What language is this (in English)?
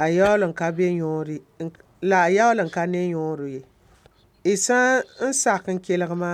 Mossi